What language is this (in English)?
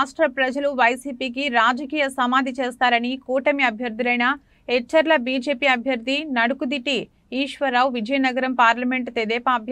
Telugu